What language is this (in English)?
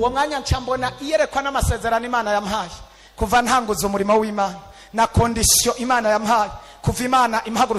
Rundi